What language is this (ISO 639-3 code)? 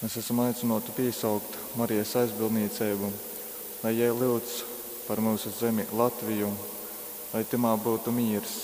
ltg